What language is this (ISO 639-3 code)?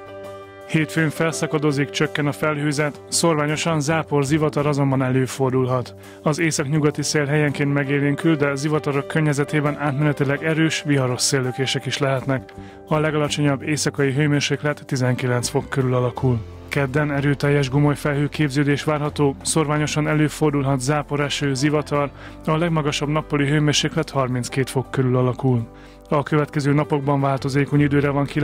hun